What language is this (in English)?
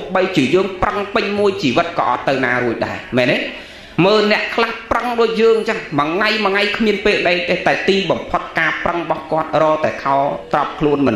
Khmer